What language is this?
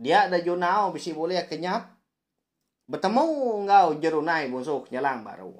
Iban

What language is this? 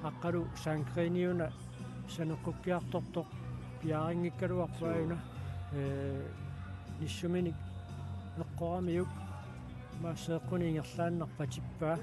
Kalaallisut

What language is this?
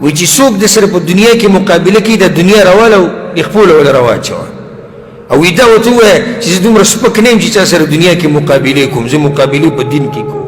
Pashto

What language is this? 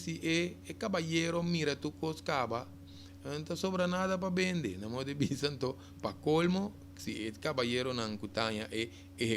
Papiamento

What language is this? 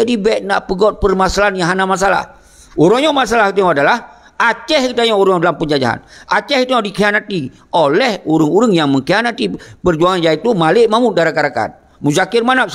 Achinese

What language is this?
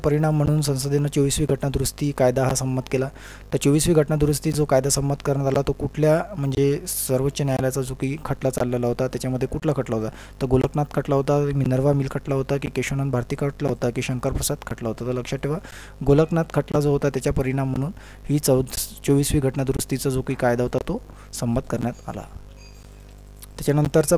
Marathi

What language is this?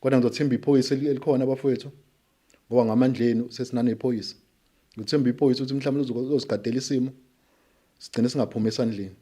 Zulu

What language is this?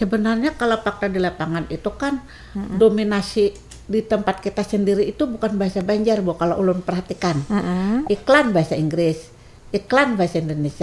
Banjar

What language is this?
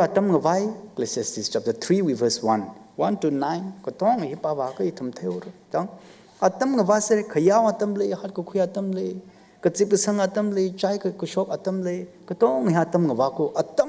Tangkhul Naga (India)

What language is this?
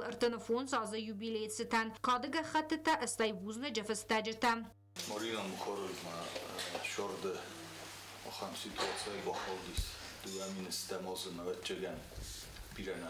Ossetic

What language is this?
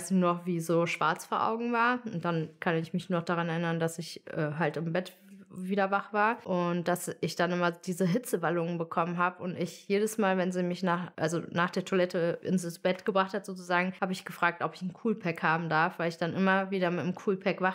German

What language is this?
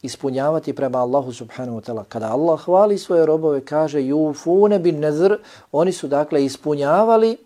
Bosnian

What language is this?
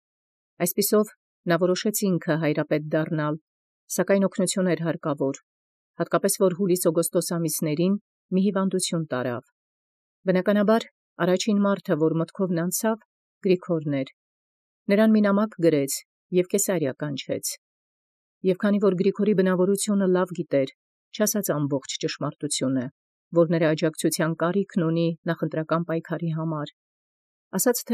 Armenian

